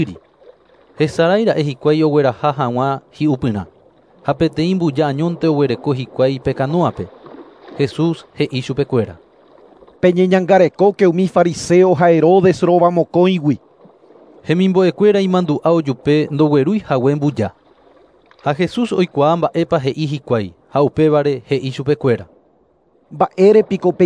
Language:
Guarani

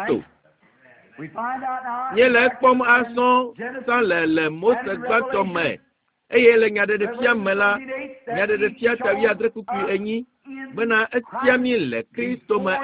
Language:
Ewe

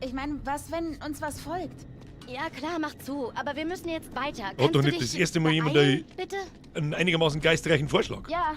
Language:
Bavarian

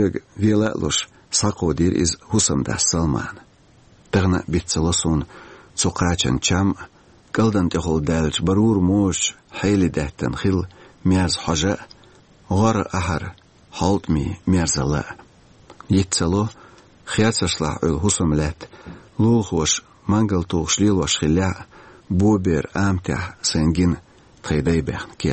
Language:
Chechen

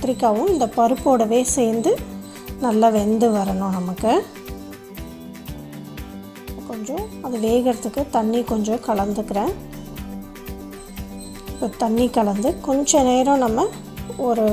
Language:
Tamil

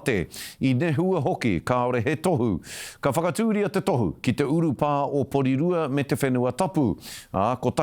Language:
Māori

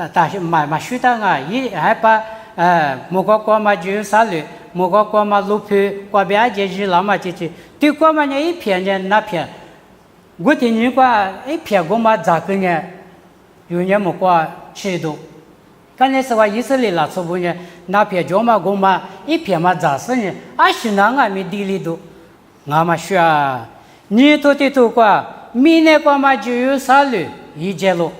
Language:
Lisu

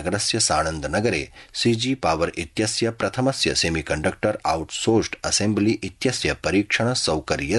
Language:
Sanskrit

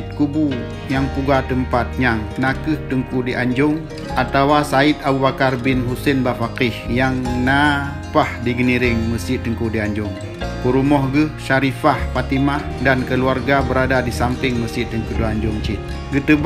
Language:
Achinese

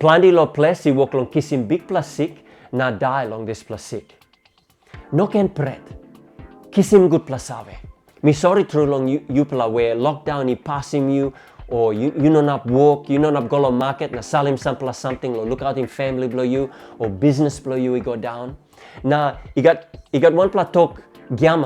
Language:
Tok Pisin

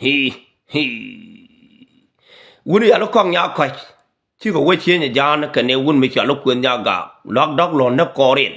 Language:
Nuer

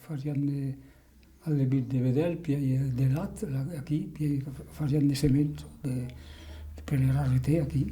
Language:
Occitan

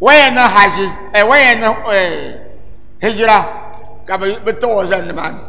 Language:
Dagbani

